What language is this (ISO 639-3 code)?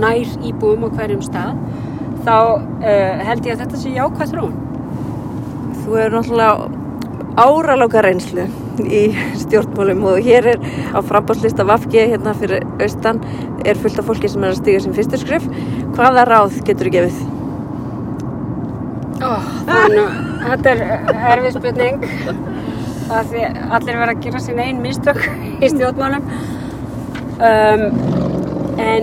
isl